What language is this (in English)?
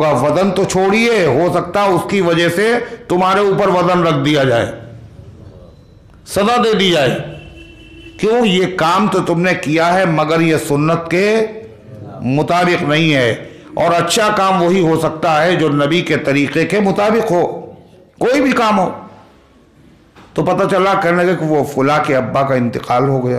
Urdu